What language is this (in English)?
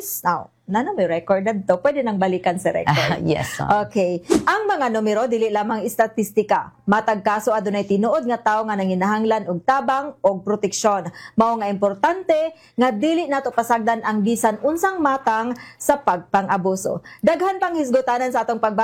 Cebuano